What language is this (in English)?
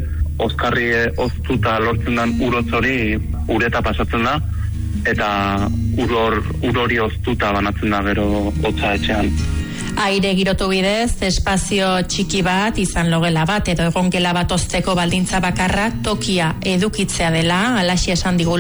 Basque